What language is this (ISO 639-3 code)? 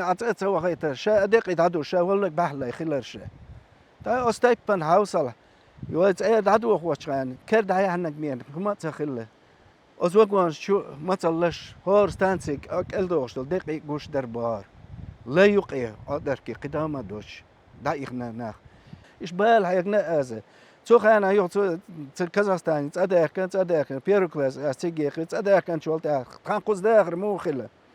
che